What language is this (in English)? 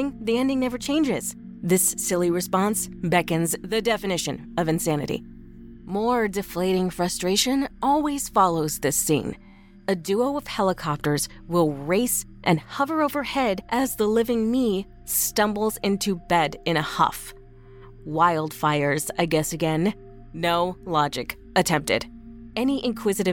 English